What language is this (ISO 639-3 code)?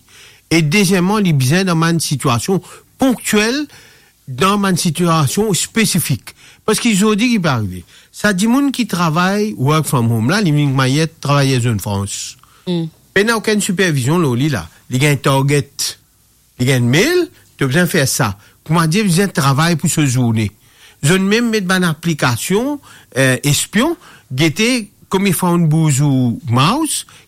mfe